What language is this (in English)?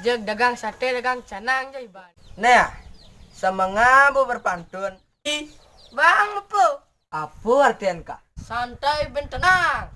Balinese